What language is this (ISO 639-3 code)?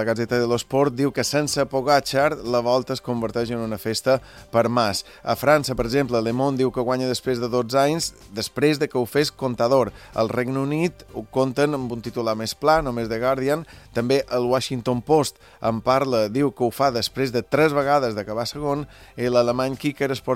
cat